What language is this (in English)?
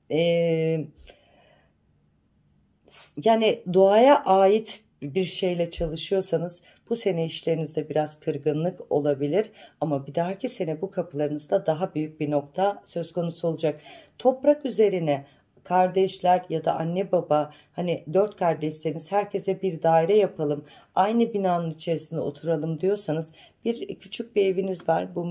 Turkish